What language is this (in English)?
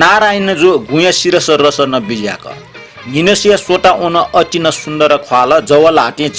Newari